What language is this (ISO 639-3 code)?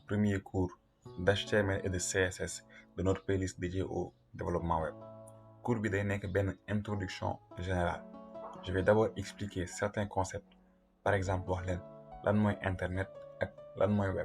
wol